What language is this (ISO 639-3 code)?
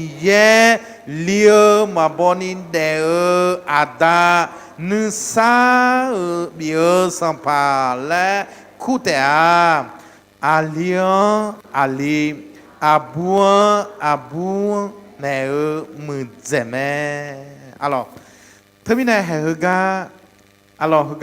ahk